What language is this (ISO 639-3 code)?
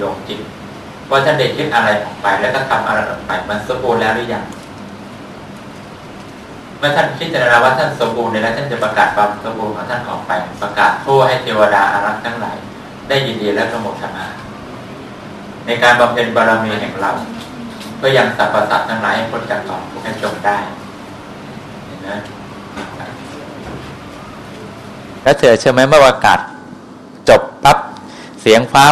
tha